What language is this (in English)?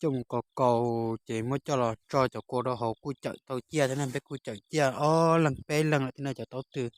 Hmong